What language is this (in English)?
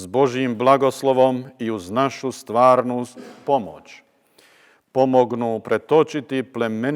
Bosnian